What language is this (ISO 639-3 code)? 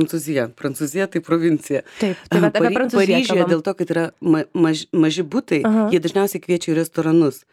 lit